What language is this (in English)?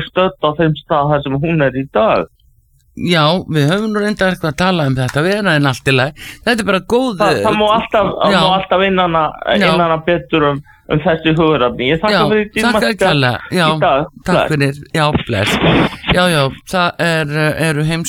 Icelandic